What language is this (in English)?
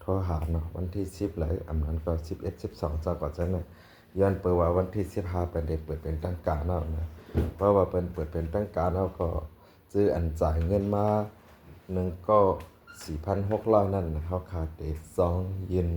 Shan